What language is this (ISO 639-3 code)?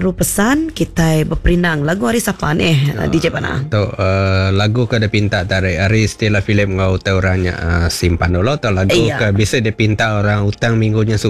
iba